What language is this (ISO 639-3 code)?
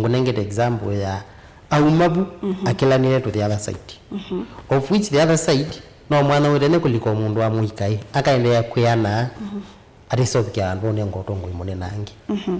kam